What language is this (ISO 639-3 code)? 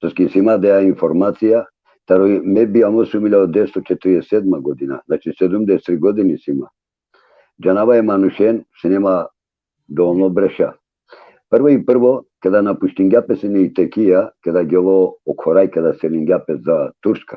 rmn